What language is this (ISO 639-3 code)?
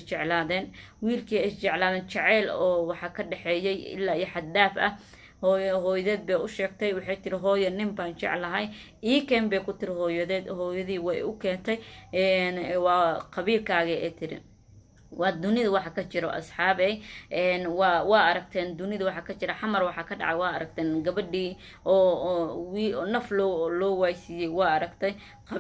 som